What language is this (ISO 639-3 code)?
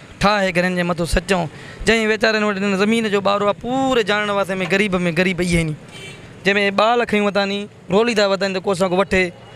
snd